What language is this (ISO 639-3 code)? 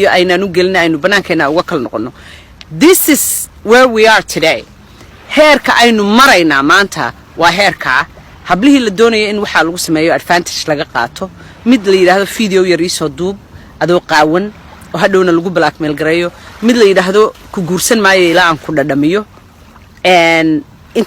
som